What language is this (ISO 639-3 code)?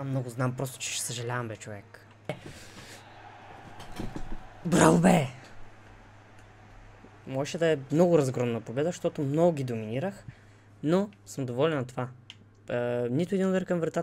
bul